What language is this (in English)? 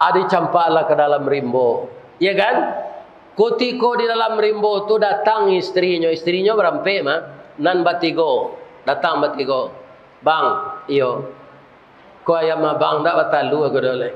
Minangkabau